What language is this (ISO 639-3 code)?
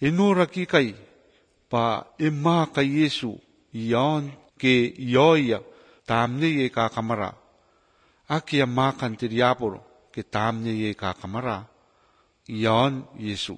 lav